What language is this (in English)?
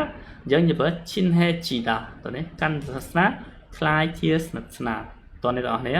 Khmer